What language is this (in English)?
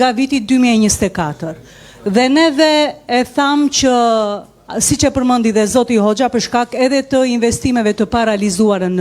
Albanian